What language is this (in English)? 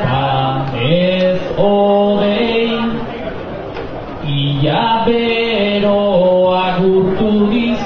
Basque